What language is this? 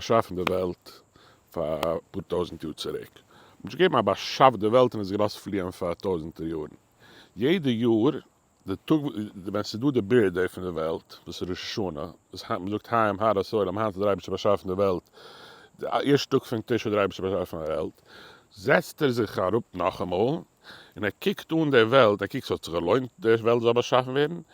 Yiddish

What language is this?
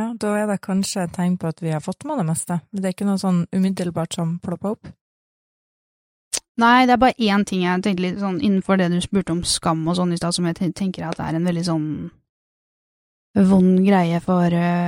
Norwegian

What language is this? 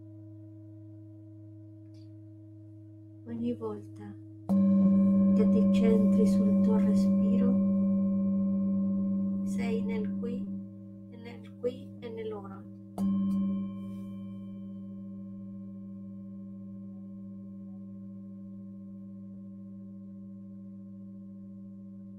Italian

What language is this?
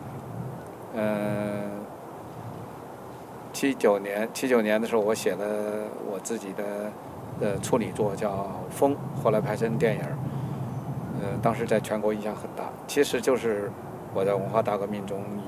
Chinese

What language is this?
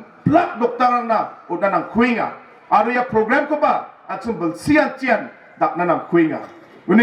Garo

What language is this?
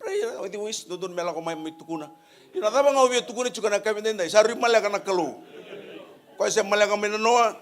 Fijian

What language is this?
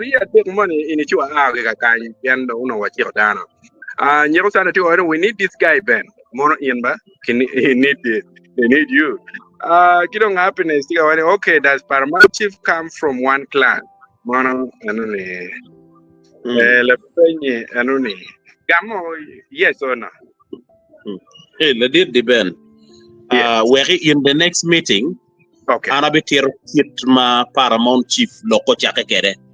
Acoli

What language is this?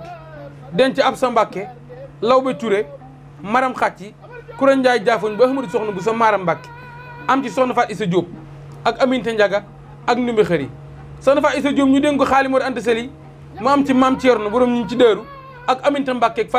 Wolof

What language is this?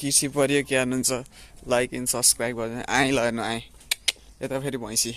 Nepali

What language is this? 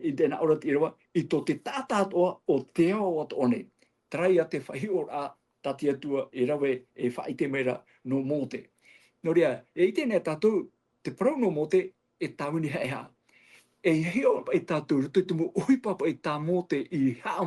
Tahitian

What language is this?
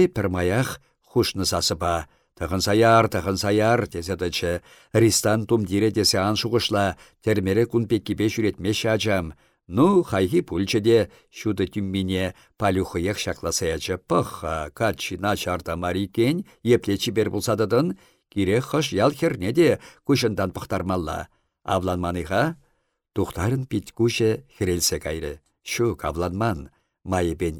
Chuvash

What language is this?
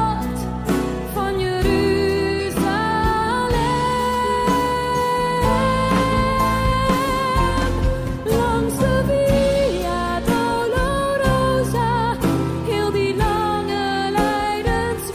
Dutch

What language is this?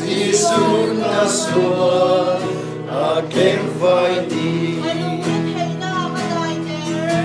Falam Chin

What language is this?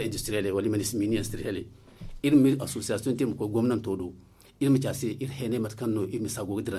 Zarma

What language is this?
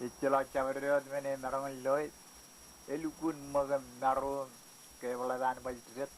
Marshallese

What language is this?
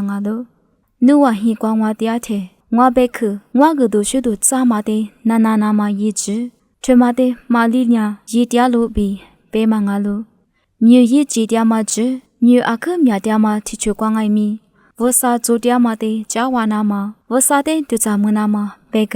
Lisu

